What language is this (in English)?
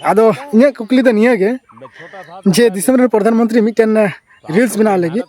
Santali